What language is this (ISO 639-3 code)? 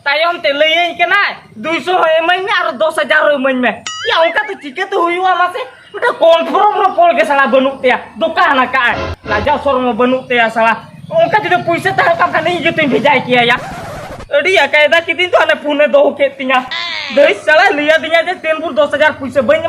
sat